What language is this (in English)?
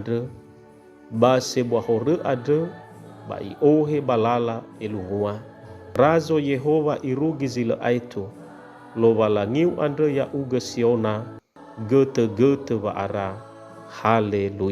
Nias